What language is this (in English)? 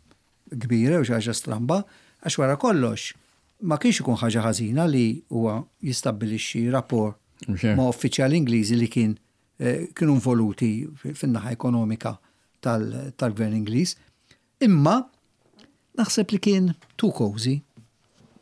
Maltese